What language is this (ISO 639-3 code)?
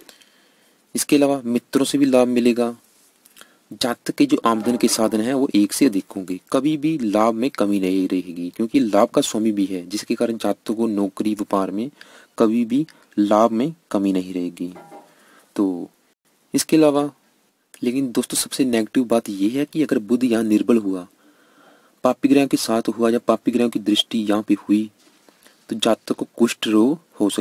hin